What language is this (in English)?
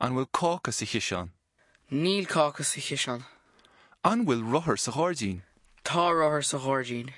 Irish